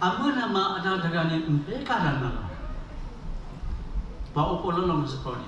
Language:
S'gaw Karen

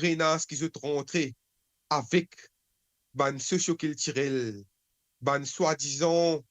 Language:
Morisyen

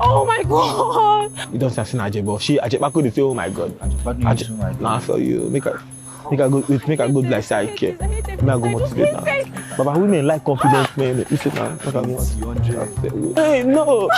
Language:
Nigerian Pidgin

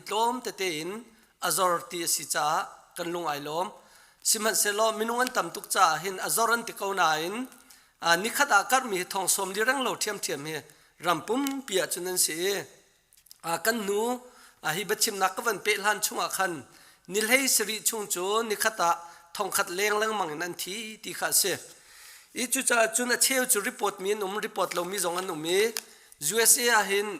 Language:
Hakha Chin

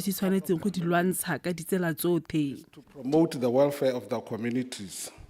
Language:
Tswana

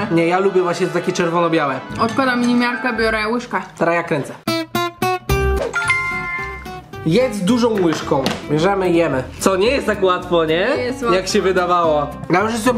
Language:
Polish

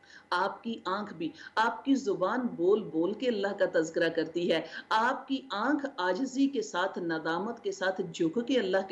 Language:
Urdu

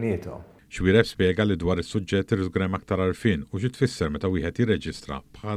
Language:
Maltese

